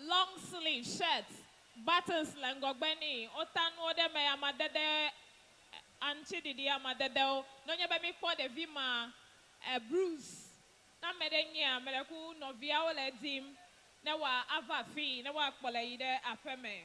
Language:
Ewe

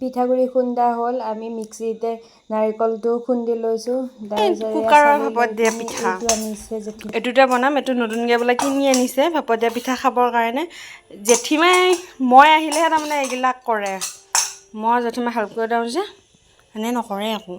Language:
Assamese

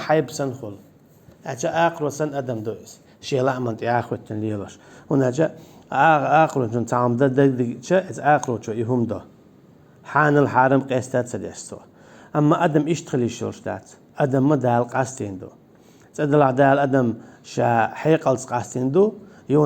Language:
Chechen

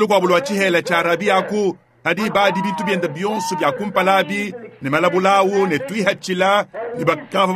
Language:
Luba-Lulua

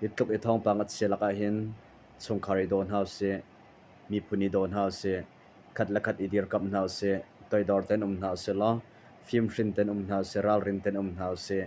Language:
Hakha Chin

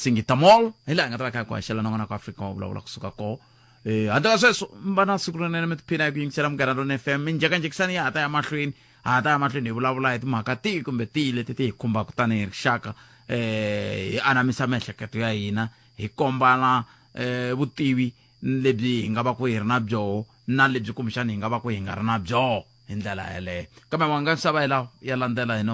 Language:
Tsonga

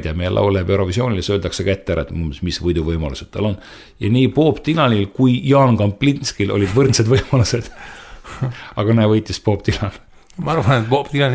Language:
Estonian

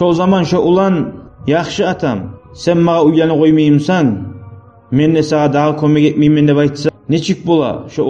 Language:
Kumyk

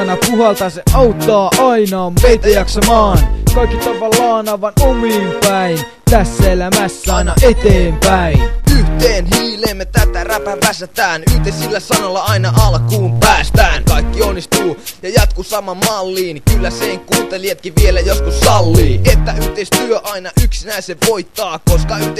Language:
Finnish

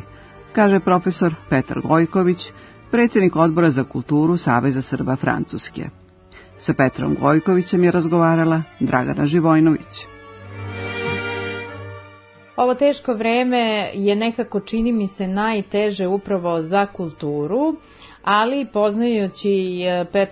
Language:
Serbian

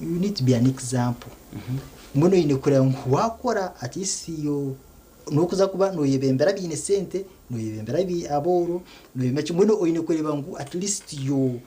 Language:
Nyankole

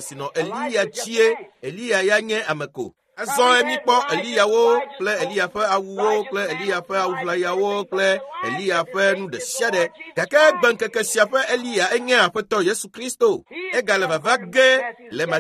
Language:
Ewe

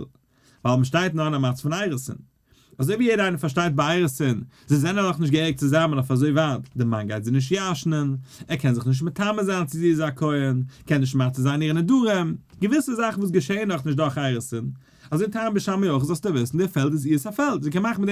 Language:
Yiddish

